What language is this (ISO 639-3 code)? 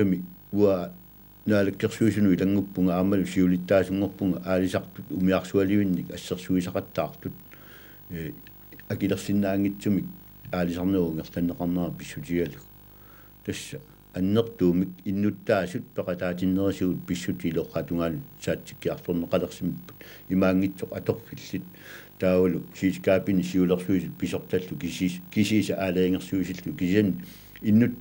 kal